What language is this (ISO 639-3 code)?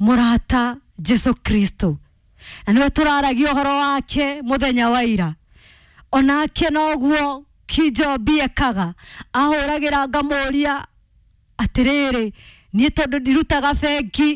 kik